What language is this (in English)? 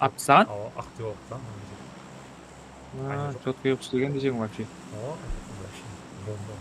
Kara-Kalpak